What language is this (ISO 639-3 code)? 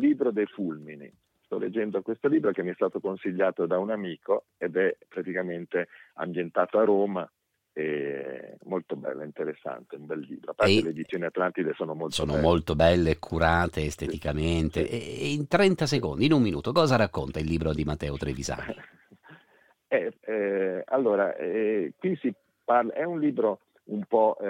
ita